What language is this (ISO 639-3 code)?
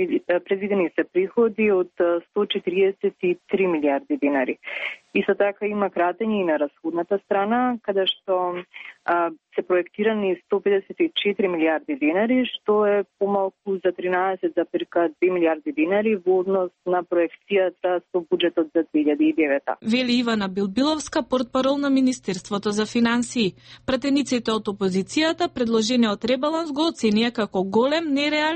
mkd